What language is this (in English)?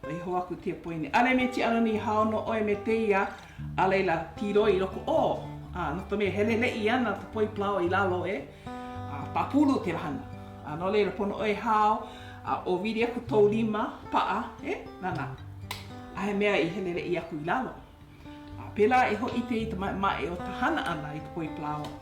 Hawaiian